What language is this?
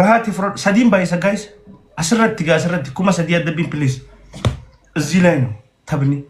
Oromo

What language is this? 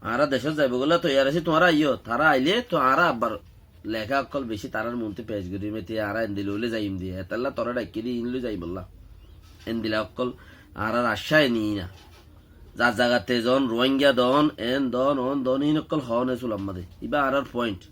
Rohingya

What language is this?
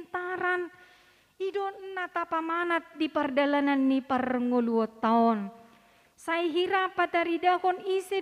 Batak Toba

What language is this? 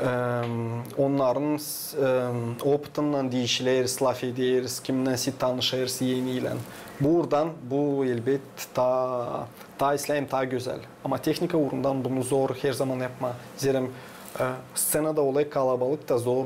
Gagauz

